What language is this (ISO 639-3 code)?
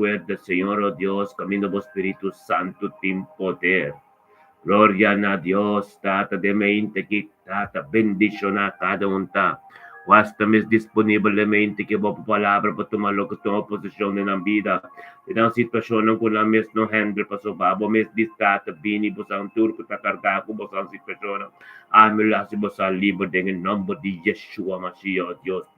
pap